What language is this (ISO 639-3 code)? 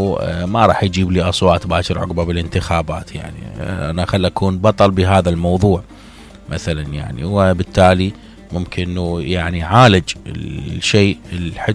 acm